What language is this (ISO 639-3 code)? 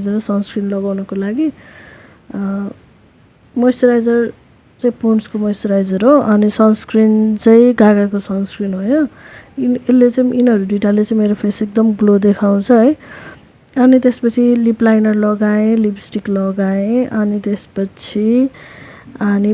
nep